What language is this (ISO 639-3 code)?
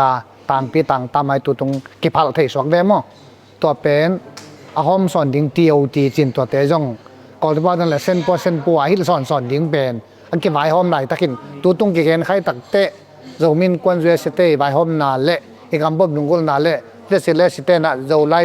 ctd